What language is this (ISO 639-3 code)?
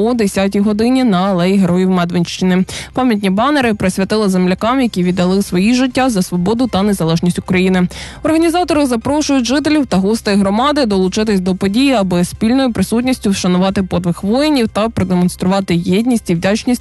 ukr